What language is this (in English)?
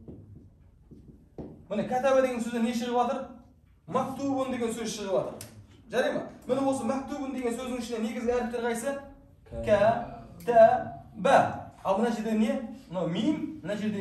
Kazakh